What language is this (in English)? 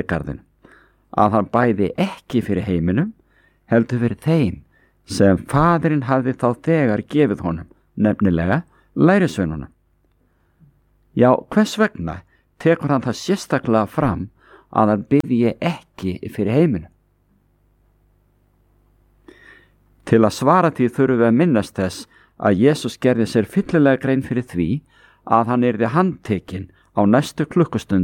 Icelandic